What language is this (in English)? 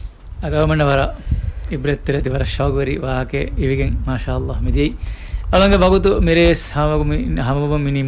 Divehi